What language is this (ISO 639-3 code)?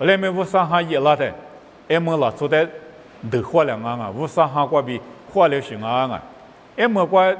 lis